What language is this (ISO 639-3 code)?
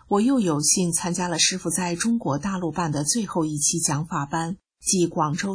zho